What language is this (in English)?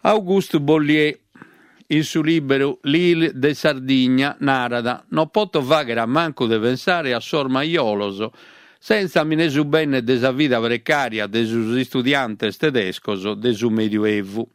Sardinian